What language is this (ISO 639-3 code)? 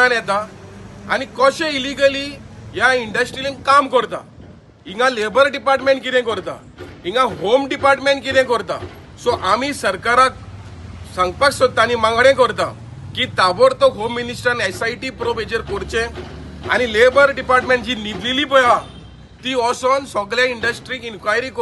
kok